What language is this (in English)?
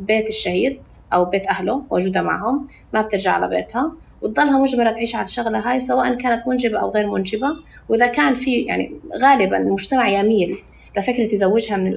North Levantine Arabic